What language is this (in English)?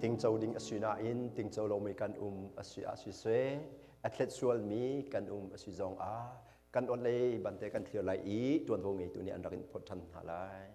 Hakha Chin